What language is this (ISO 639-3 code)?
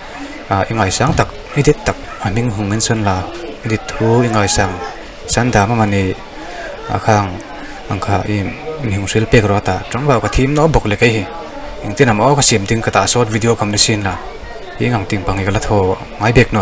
hmr